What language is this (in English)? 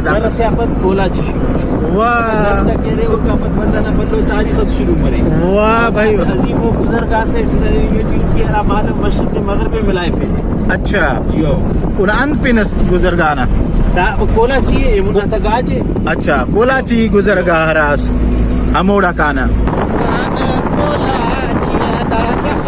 Brahui